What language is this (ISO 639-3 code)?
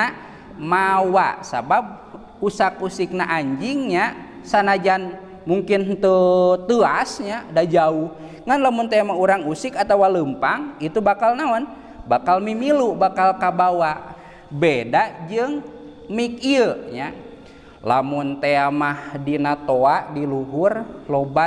sun